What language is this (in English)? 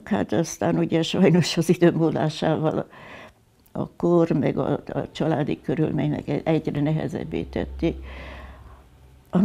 Hungarian